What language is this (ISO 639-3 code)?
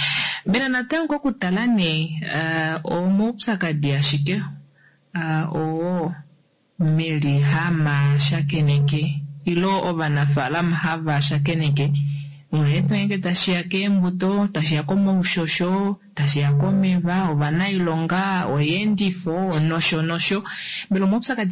kua